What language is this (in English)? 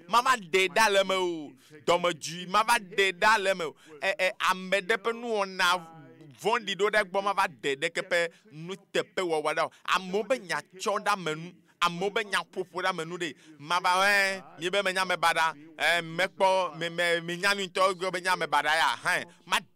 Ewe